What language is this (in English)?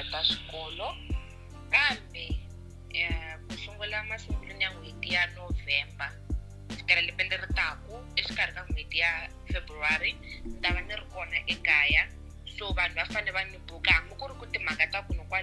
Tsonga